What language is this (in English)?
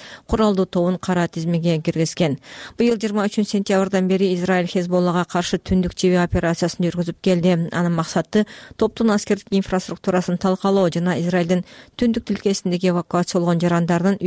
Kyrgyz